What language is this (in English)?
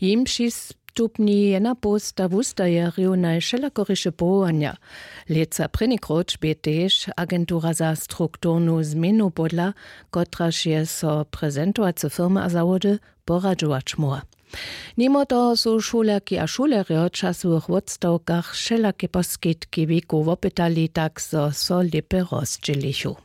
Upper Sorbian